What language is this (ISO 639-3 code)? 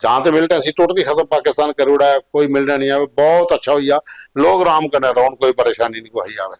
doi